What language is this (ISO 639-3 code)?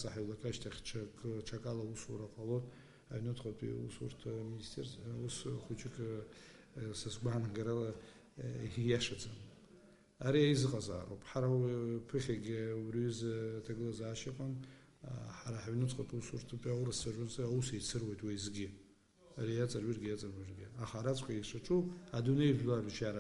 abk